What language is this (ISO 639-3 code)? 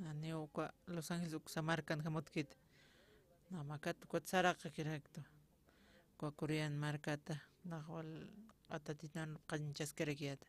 aym